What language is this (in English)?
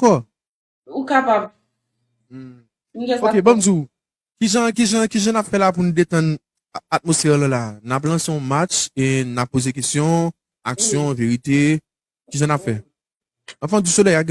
Haitian Creole